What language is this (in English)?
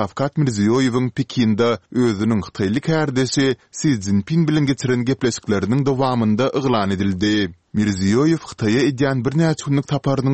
Turkmen